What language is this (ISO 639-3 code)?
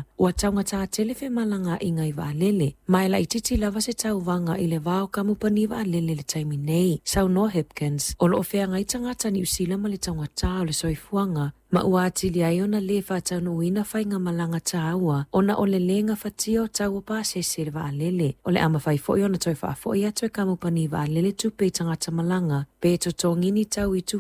smo